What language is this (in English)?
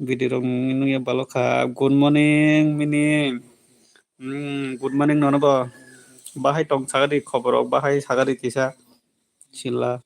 Kok Borok